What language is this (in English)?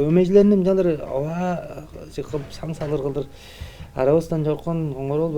Tuvinian